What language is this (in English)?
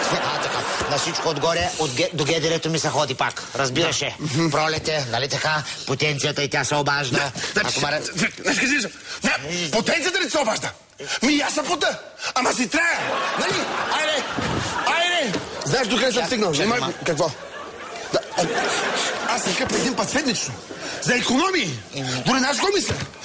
Bulgarian